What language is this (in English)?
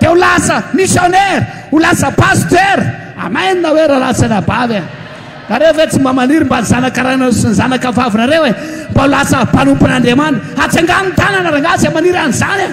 Malagasy